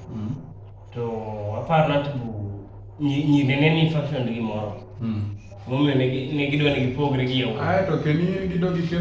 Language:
Luo (Kenya and Tanzania)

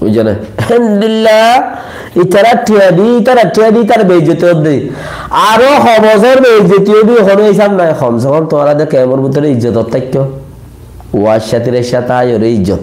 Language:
Rohingya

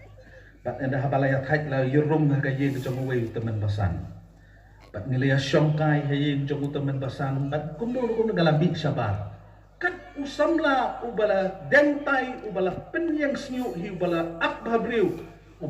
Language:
Khasi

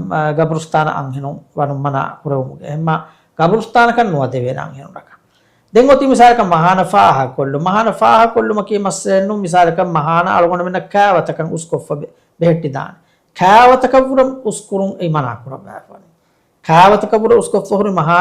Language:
Divehi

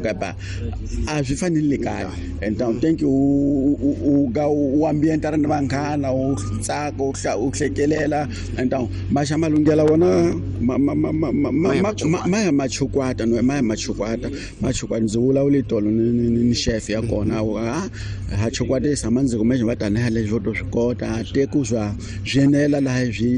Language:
Tsonga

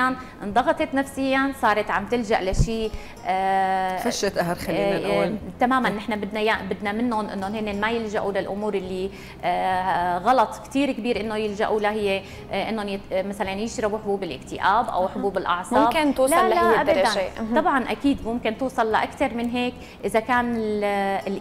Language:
North Levantine Arabic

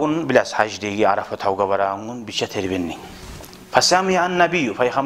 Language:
Kumyk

